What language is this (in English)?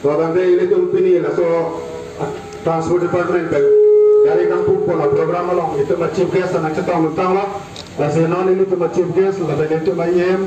Karbi